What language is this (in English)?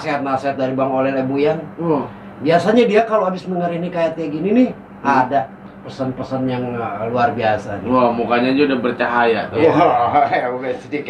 Betawi